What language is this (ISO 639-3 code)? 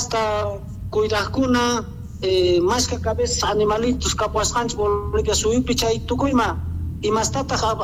que